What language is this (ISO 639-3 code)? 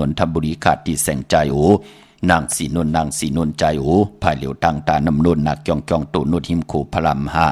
shn